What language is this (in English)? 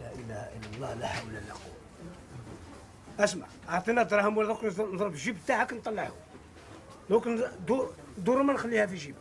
Algerian Arabic